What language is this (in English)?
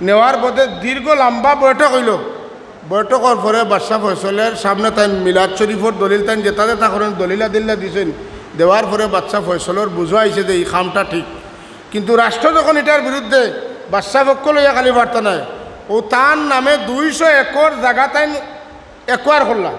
Sylheti